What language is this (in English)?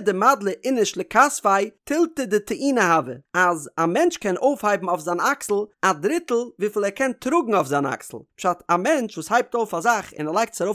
Yiddish